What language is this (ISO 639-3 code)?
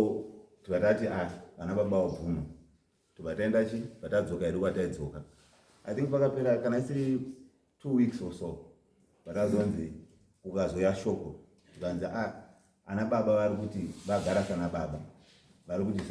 sna